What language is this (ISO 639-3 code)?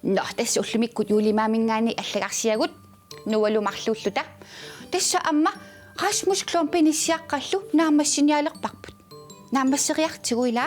kal